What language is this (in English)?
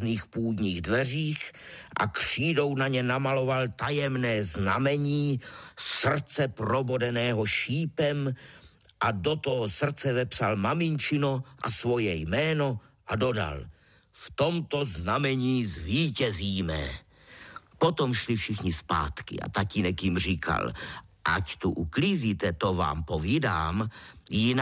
Czech